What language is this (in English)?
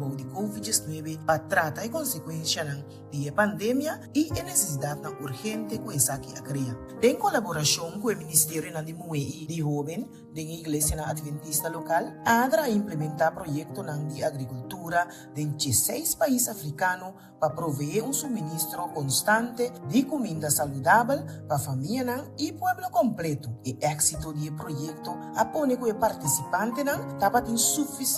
Papiamento